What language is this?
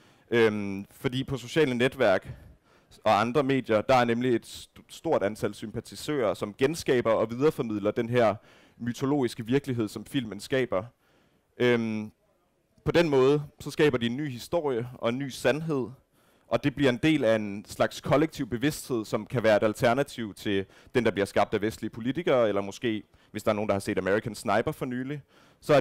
Danish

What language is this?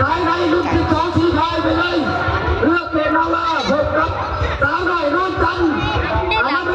Lao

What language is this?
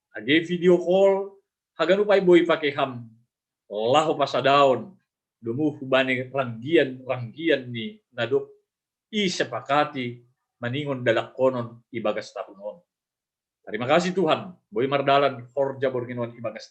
Batak Simalungun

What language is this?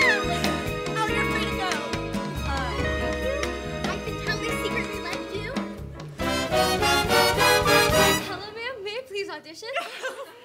English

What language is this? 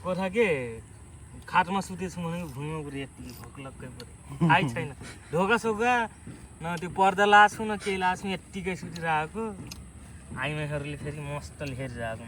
Nepali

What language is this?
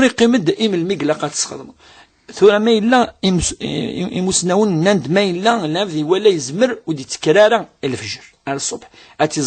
Kabyle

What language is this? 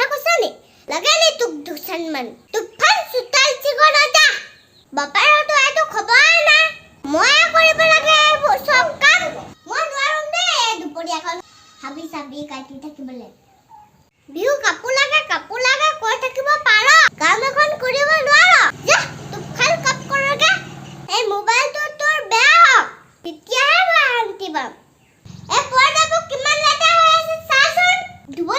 Assamese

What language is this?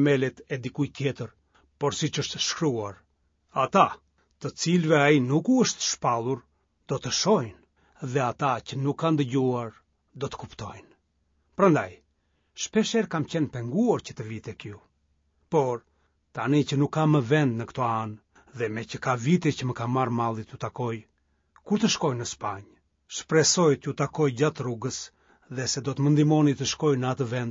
Albanian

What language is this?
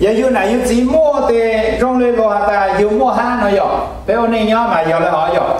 Hmong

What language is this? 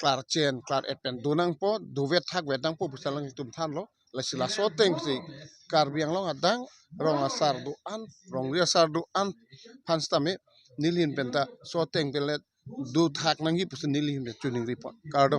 Karbi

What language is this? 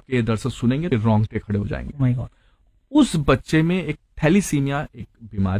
Hindi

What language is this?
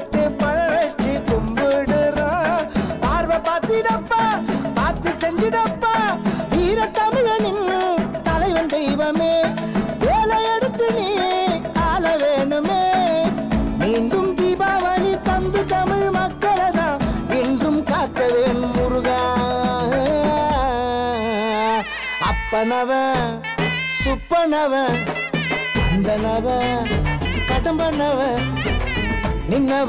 Tamil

